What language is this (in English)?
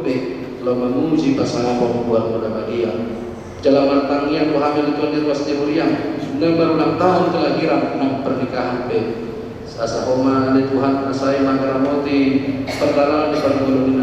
Batak Toba